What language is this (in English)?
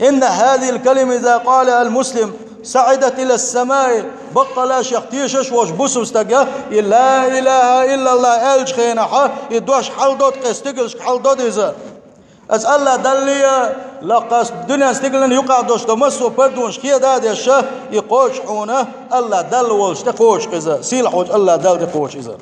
Chechen